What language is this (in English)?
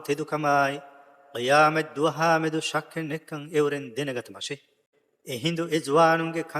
Divehi